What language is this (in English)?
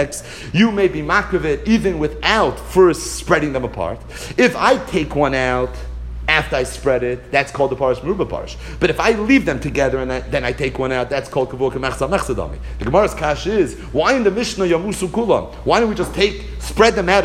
English